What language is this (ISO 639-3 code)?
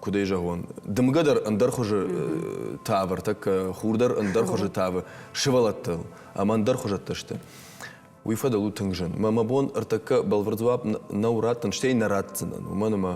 oss